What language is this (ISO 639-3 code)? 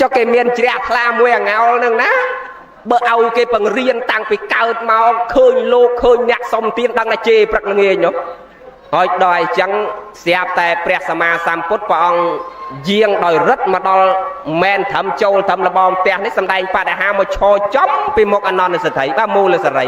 khm